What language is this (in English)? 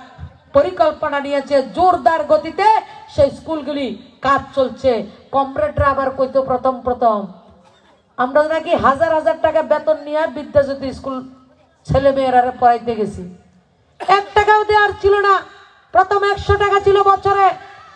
Bangla